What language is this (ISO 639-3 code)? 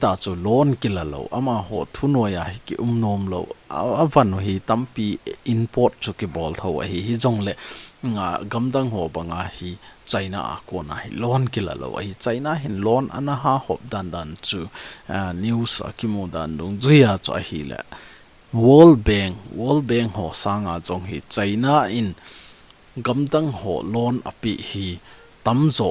tcz